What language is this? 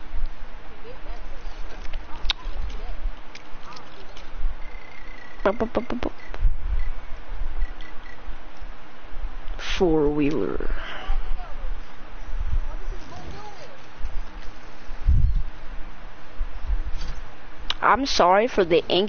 English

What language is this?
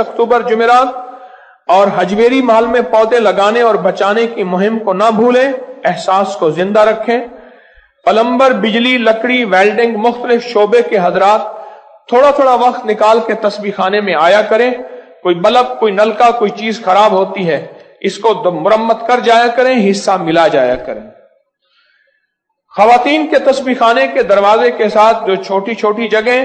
Urdu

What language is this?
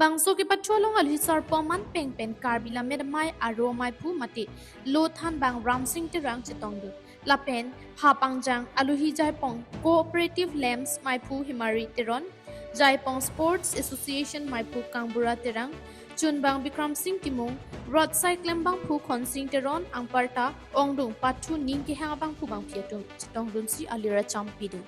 Karbi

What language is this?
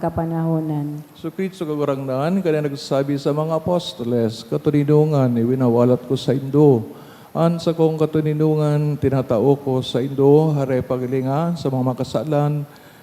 Bikol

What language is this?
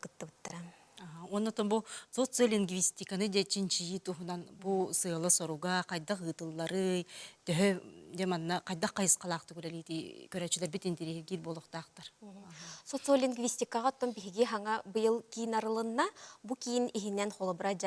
Yakut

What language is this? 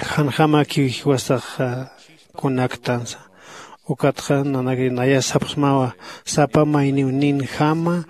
Aymara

